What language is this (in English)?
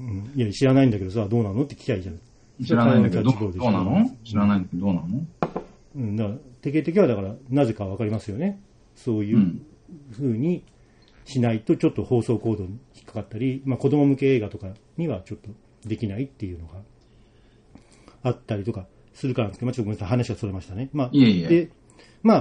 Japanese